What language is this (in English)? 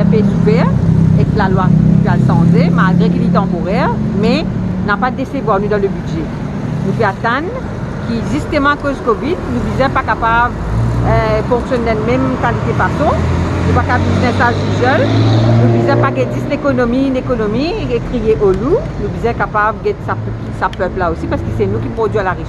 Morisyen